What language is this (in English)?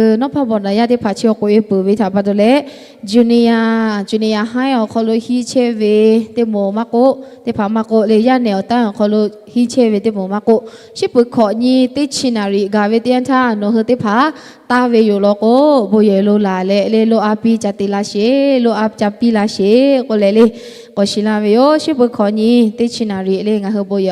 Lahu